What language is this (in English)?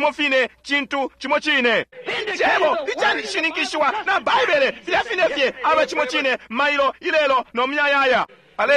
Bemba